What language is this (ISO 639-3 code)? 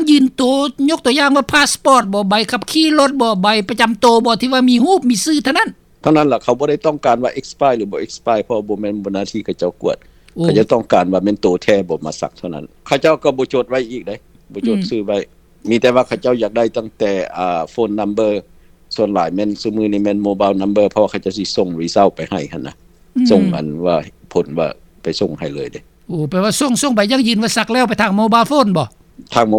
lao